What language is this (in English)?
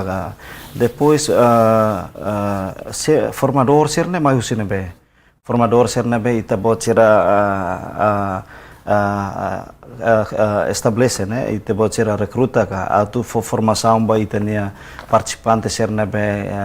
Tetum